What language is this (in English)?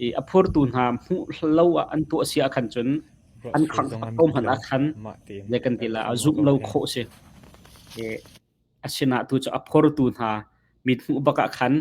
Hakha Chin